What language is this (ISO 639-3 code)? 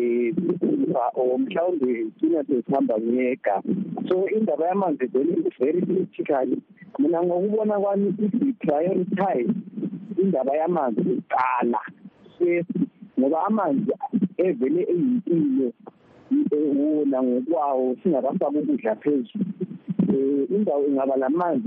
nde